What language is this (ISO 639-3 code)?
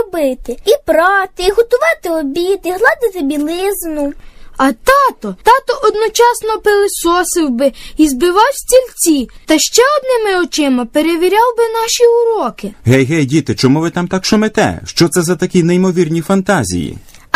ukr